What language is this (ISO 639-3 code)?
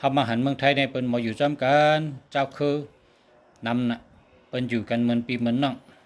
shn